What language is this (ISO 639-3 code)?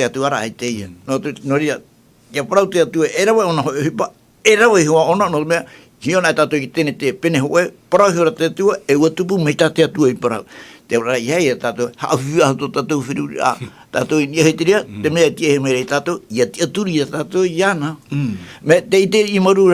tah